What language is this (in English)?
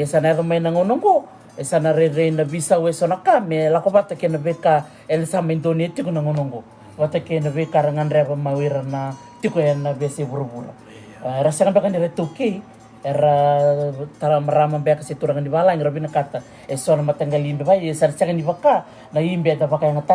Fijian